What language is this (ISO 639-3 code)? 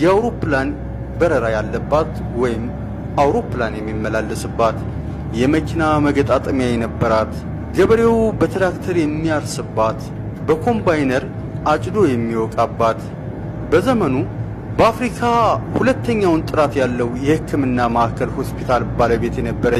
amh